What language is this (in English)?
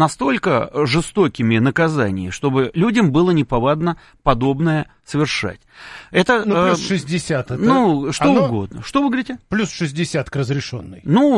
Russian